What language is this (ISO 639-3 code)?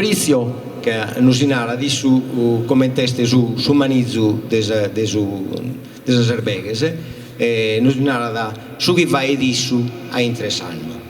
srd